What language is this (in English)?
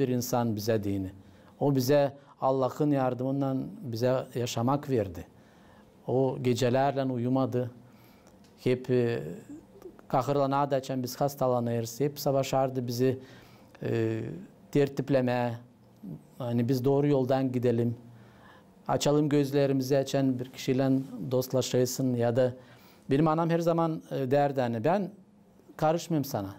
Gagauz